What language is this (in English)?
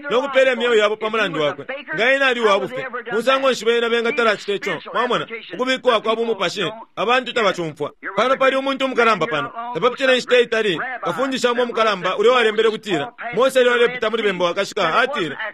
Bemba